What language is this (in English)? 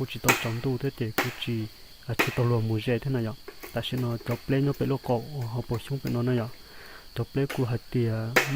Hmong